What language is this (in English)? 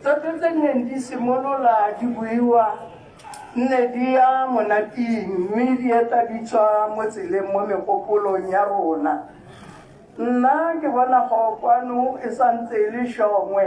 Tswana